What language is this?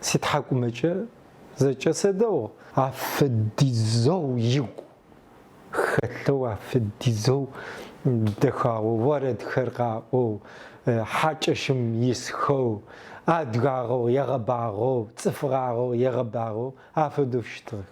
Adyghe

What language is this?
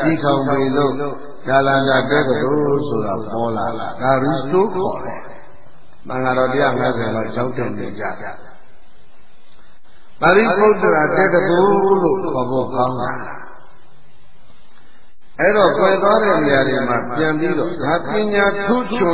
Burmese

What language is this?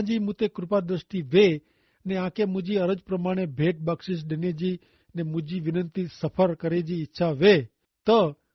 Kachhi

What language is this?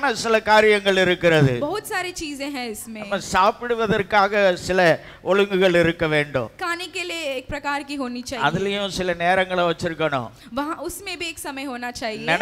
Tamil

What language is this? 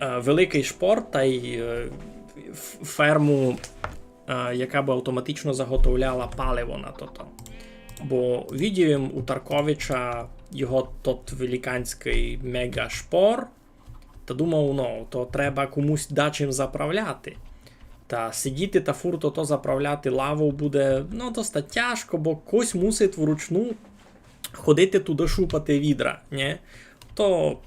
Rusyn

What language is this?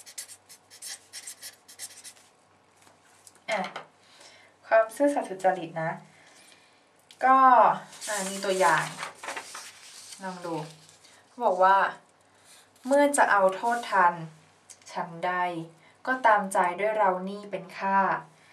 Thai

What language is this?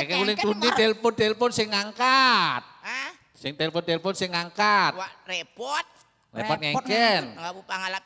Balinese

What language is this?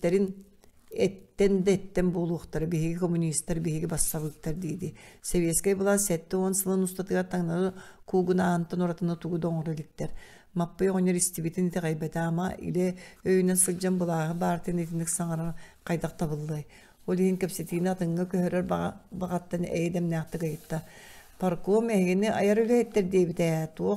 Yakut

